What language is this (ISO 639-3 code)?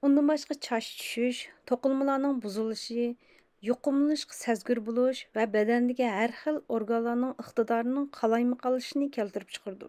uig